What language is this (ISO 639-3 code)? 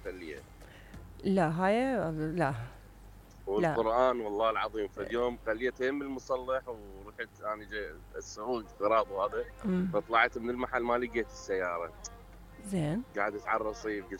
acm